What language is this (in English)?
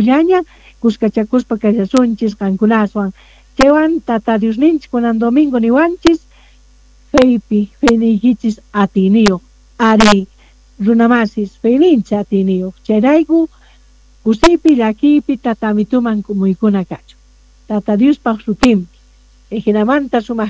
Quechua